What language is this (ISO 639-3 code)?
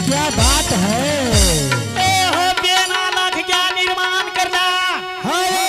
anp